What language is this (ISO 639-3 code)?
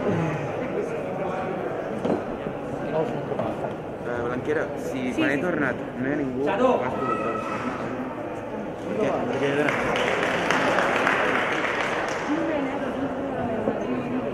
cat